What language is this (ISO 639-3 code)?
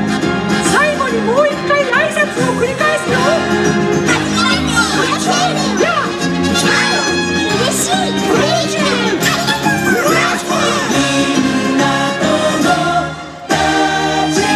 jpn